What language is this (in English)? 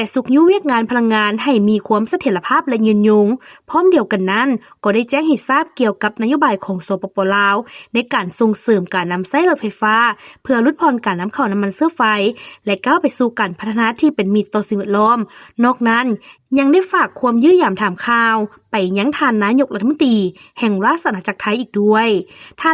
Lao